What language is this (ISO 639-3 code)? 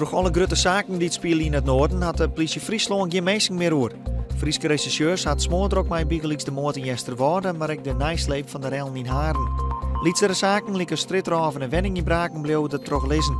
fry